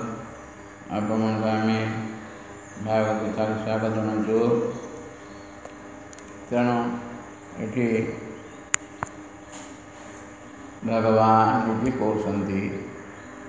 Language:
Odia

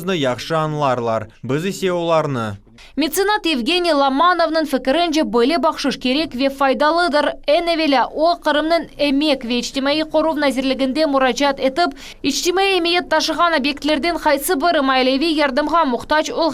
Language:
Crimean Tatar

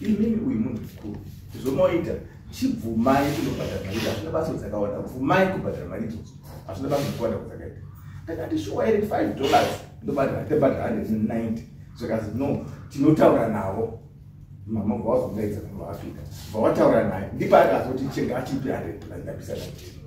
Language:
Shona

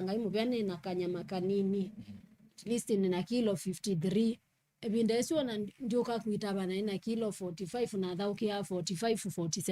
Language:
Kamba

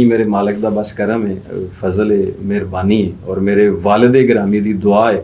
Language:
Western Panjabi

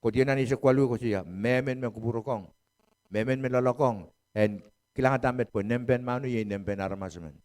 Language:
Pohnpeian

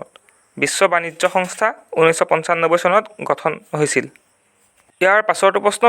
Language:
Assamese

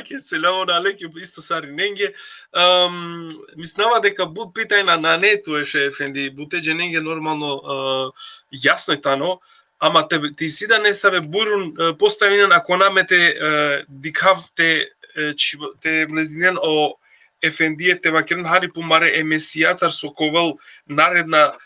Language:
Balkan Romani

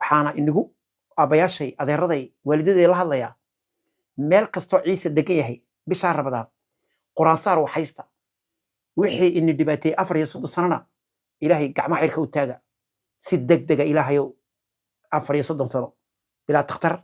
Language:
Somali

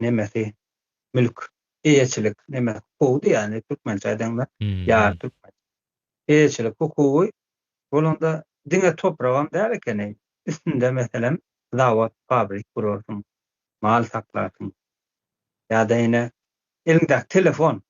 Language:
Turkmen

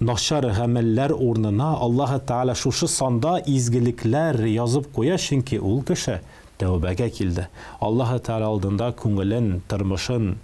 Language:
Tatar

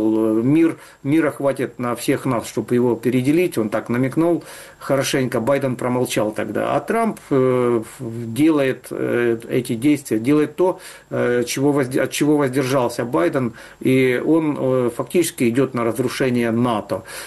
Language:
Russian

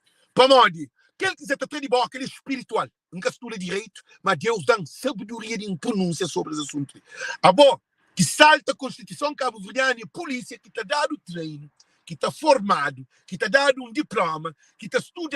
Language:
Kabuverdianu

